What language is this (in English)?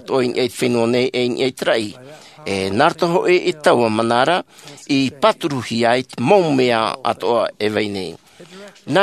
Tahitian